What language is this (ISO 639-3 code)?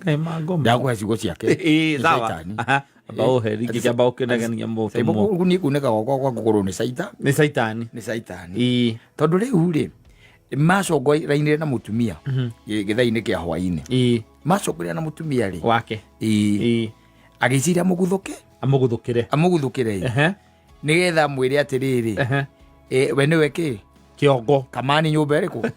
kik